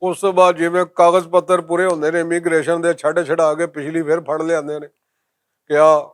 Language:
Western Panjabi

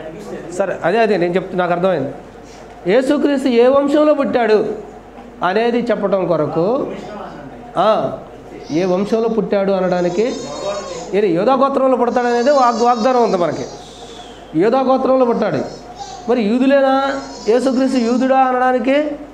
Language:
Telugu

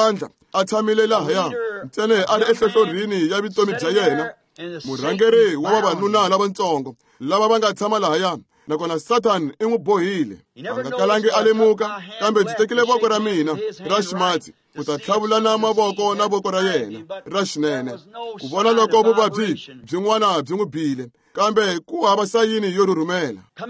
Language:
Tsonga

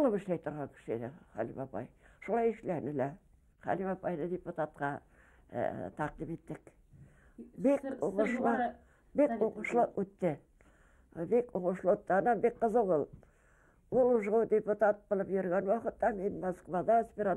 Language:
Bashkir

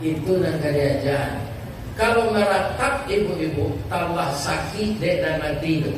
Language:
Minangkabau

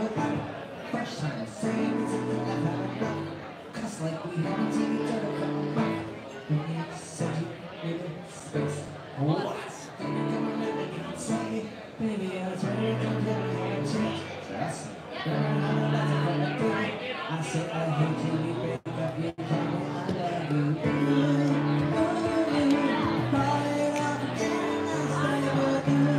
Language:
English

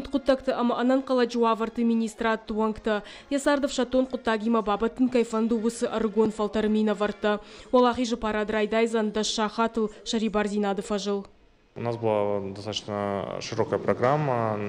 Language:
Ossetic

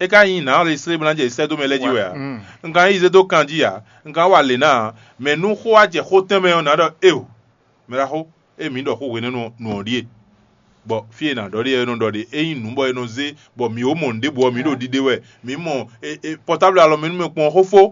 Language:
Fon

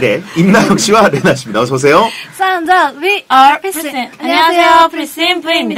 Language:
Korean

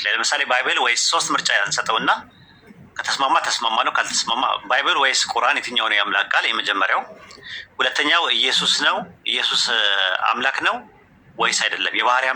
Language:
Amharic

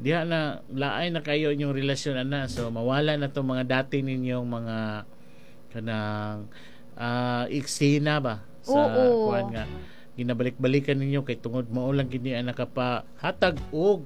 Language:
Cebuano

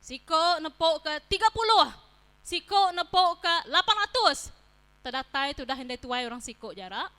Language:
Iban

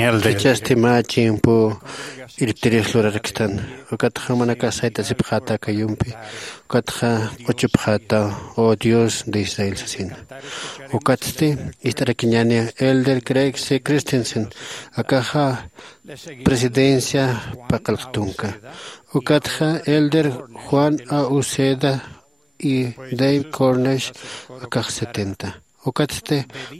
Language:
Aymara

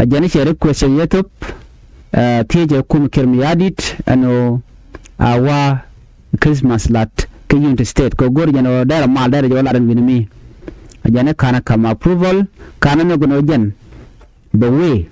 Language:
Nuer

